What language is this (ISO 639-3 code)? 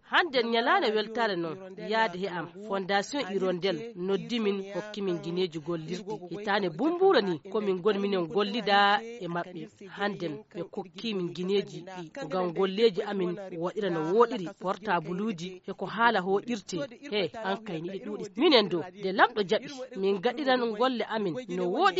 ful